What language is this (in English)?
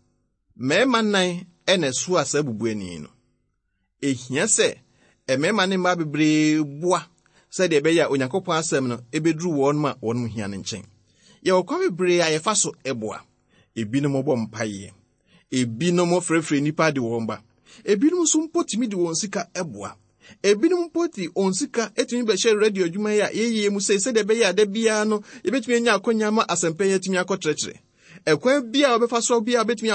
Akan